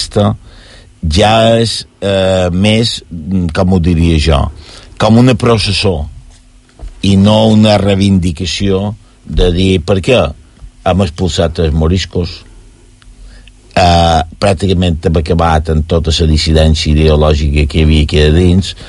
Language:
Catalan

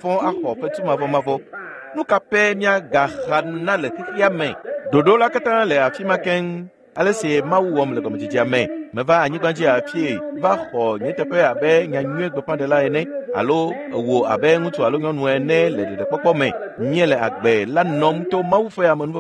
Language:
Ewe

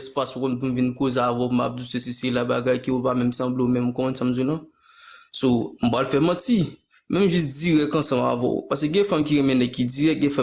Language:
Haitian Creole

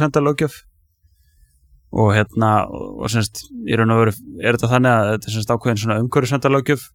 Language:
Icelandic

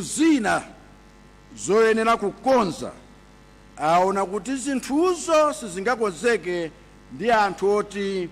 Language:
Nyanja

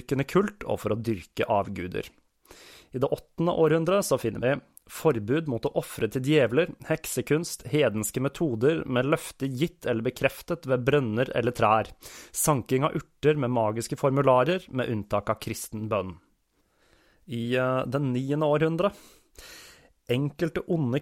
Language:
Norwegian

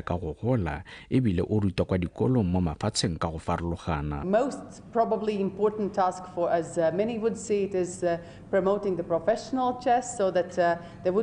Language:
Tswana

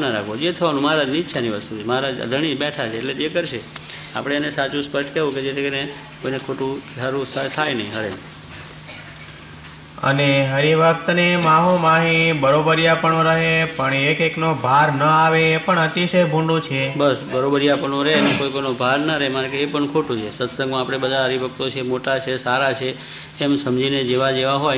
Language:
Gujarati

